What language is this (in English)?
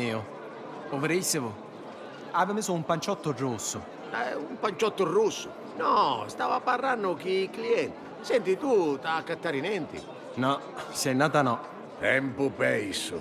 Sicilian